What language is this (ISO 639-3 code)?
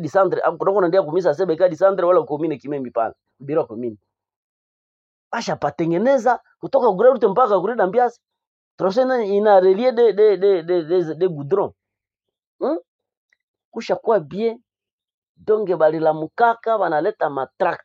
swa